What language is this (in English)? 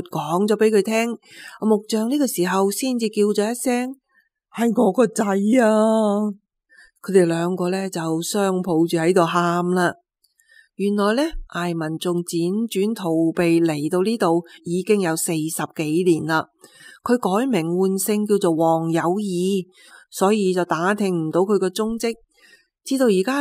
Cantonese